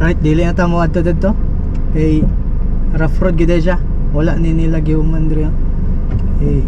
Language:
Cebuano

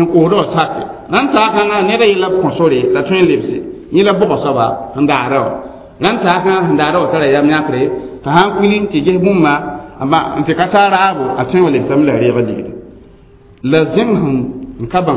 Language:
Mossi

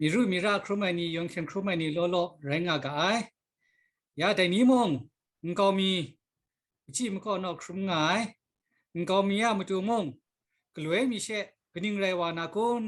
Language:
Kachin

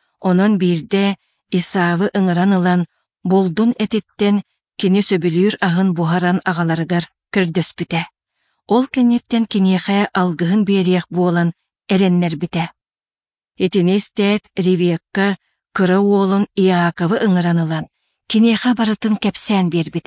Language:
Yakut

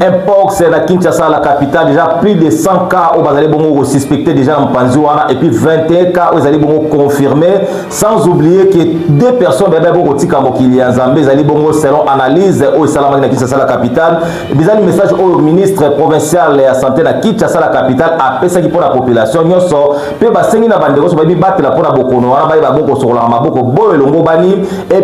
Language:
Lingala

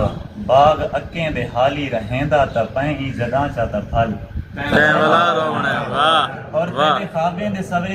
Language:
Saraiki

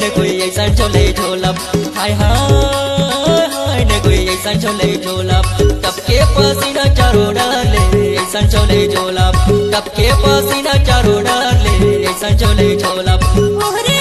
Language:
Chhattisgarhi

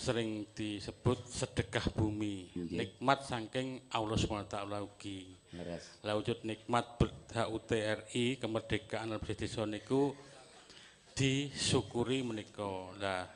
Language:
Javanese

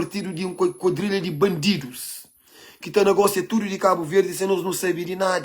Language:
Kabuverdianu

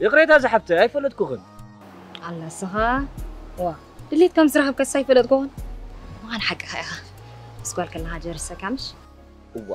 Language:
Tigrinya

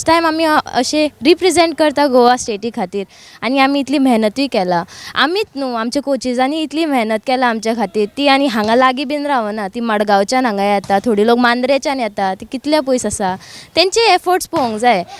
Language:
Konkani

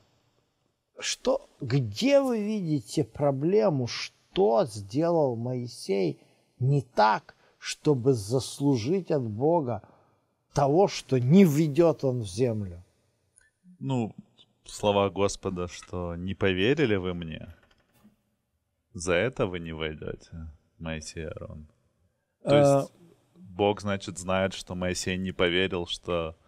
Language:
Russian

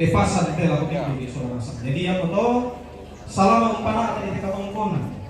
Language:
Toraja-Sa'dan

